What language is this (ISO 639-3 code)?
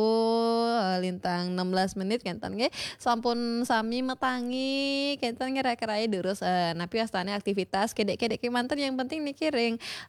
ban